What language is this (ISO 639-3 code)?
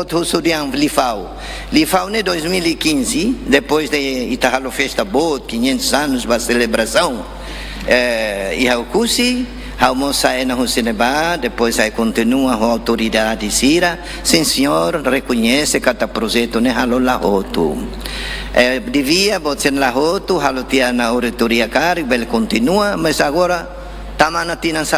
tet